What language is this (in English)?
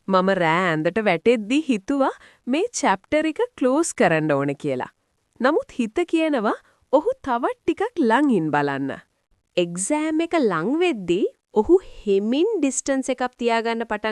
Sinhala